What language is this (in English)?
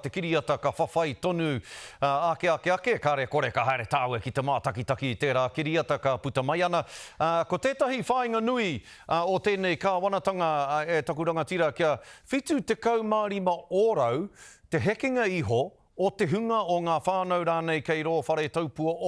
Māori